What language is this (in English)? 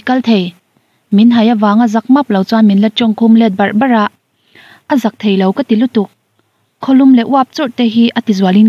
Mizo